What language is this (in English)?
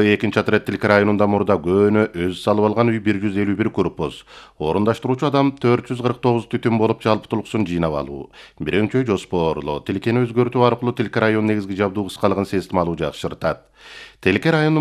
Kyrgyz